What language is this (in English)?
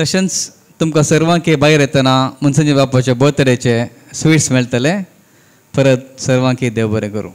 Konkani